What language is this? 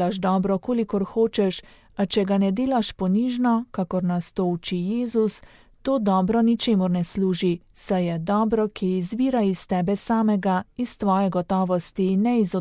Slovenian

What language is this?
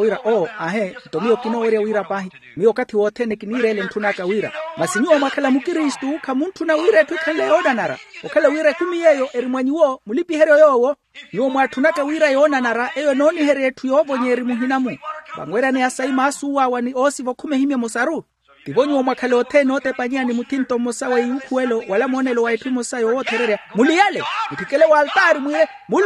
Makhuwa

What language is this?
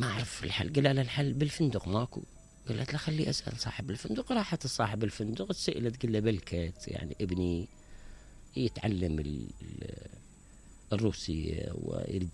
Mesopotamian Arabic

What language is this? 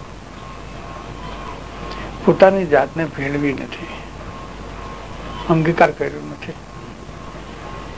Gujarati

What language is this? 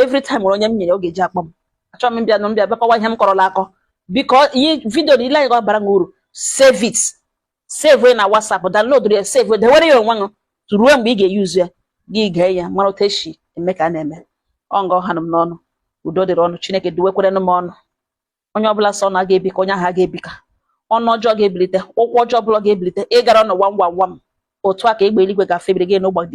Igbo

